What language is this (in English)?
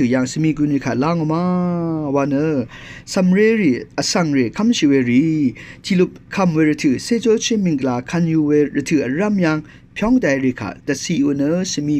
Rawang